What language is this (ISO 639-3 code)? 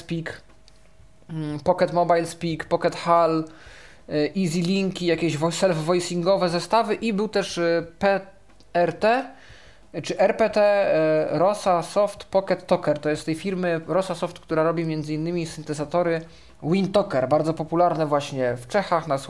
pol